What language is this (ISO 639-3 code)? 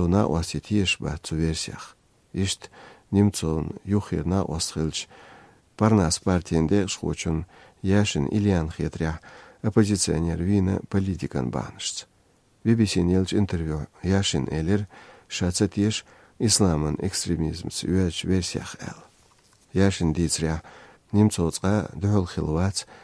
che